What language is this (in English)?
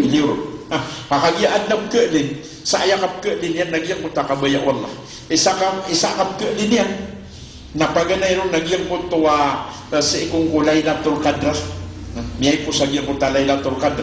Maranao